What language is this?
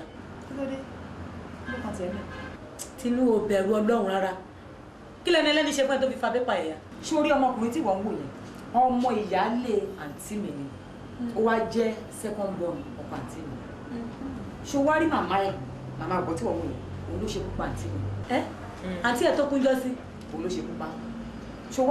Yoruba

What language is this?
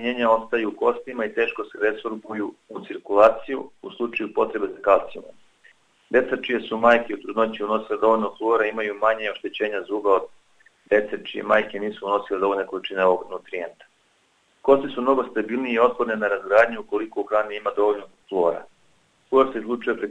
Serbian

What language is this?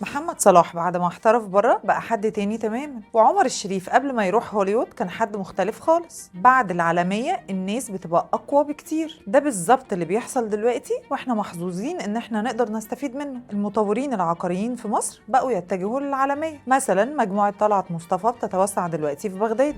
Egyptian Arabic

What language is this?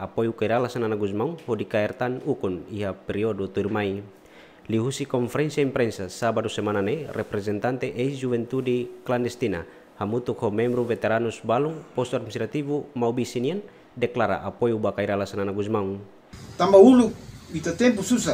Tetum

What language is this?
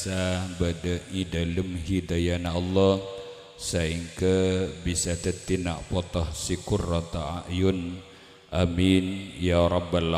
Madurese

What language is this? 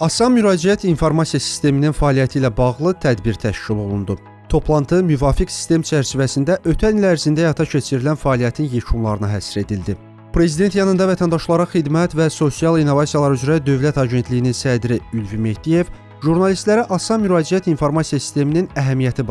Azerbaijani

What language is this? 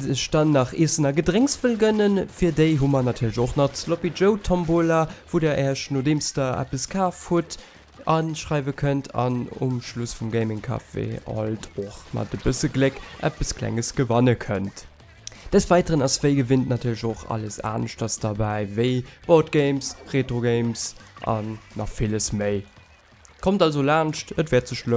Luxembourgish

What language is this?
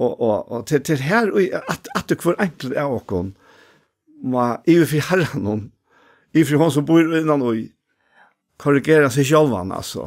Faroese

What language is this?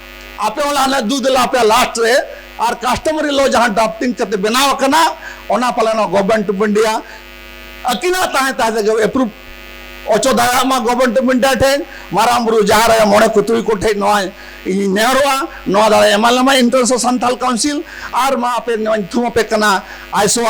Santali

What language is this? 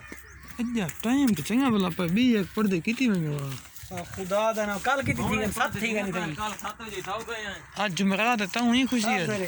Saraiki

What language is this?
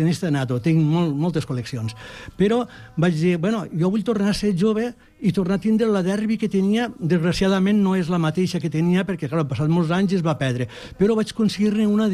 Catalan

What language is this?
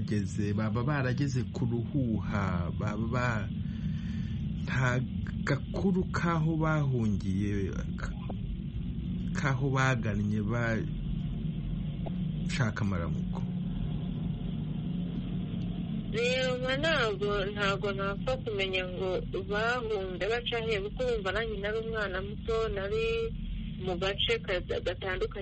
Kinyarwanda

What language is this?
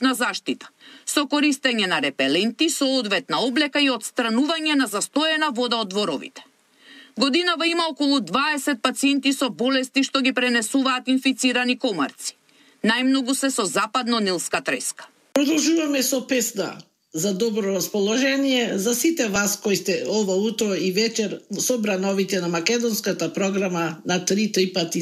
Macedonian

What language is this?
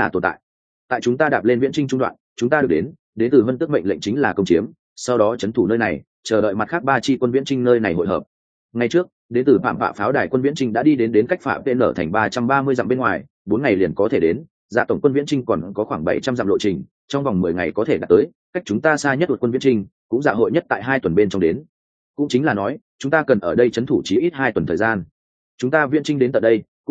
Vietnamese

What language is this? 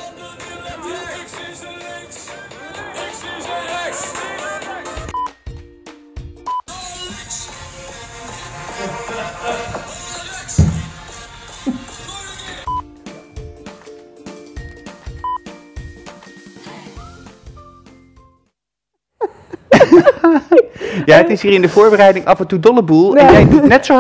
Dutch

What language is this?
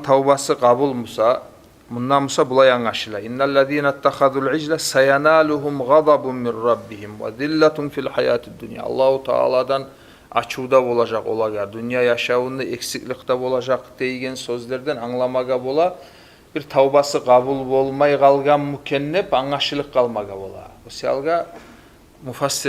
Kumyk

